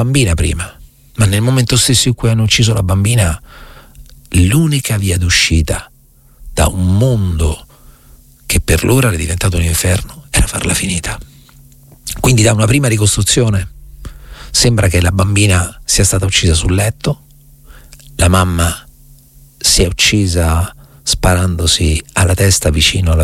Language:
Italian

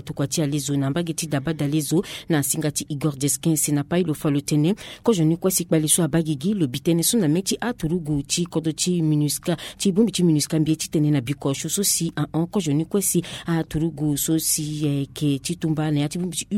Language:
Sango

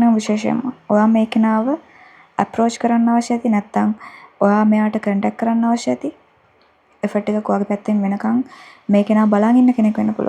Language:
Sinhala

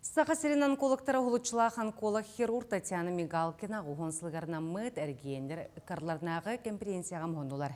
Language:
Yakut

